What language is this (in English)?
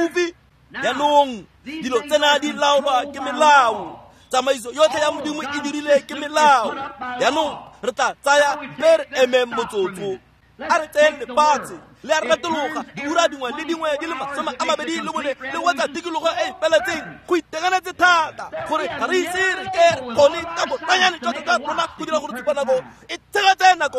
Tswana